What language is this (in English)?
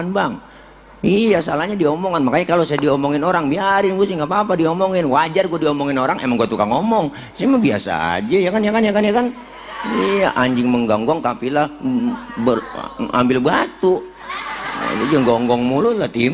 Betawi